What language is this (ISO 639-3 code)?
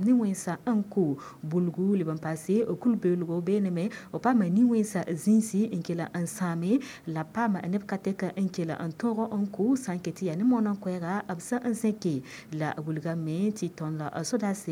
mos